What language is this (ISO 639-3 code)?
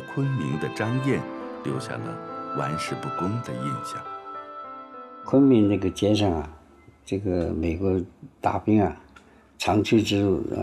zho